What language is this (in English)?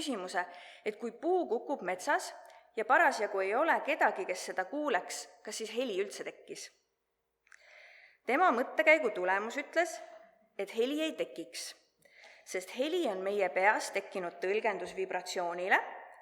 Estonian